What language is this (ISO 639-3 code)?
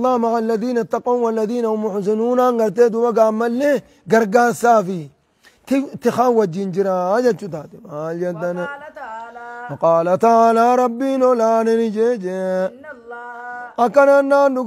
orm